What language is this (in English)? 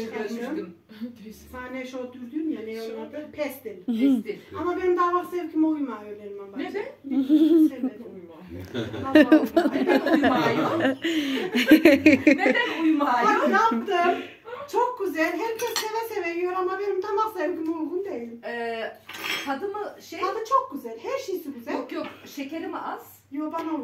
Turkish